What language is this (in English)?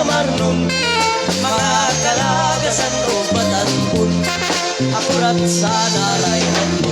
Waray